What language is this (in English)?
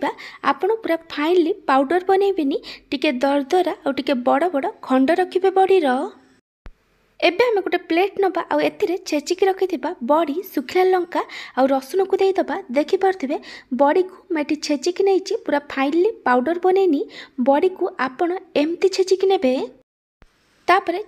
Odia